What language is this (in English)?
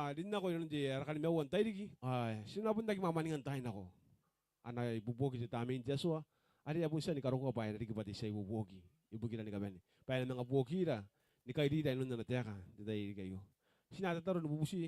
Gilbertese